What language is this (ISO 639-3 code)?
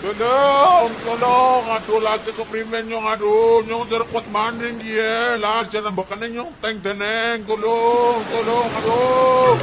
jav